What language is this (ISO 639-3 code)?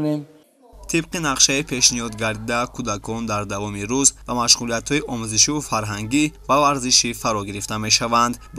tgk